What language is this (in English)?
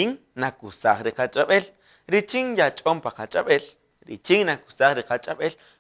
Kaqchikel